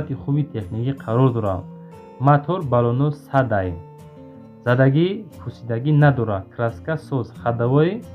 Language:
Tajik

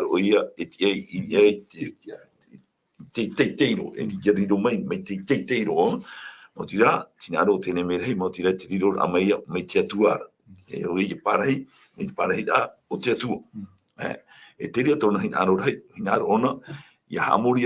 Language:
Tahitian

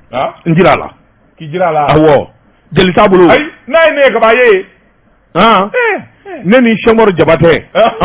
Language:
Bambara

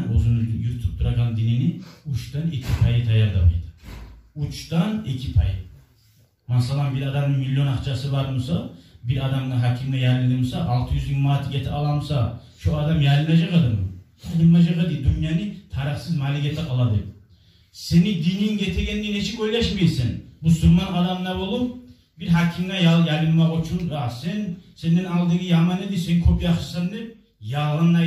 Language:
Kumyk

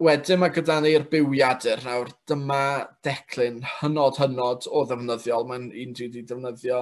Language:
Welsh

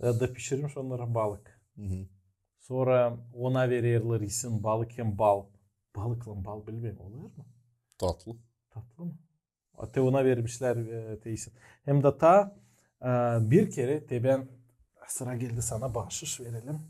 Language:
Gagauz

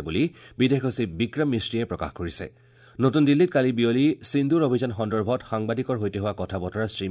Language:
Assamese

